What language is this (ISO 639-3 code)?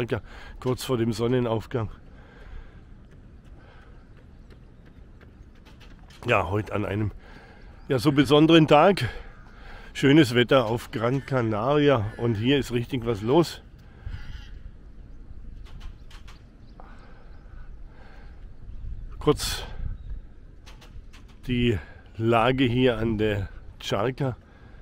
deu